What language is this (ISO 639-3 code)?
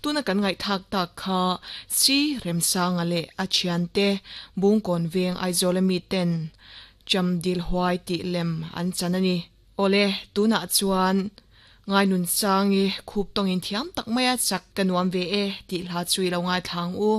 lus